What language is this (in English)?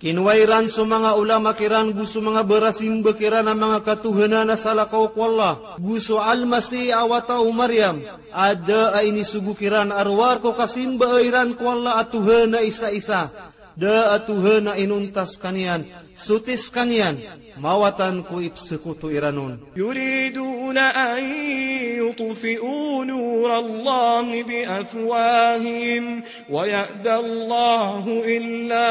Maranao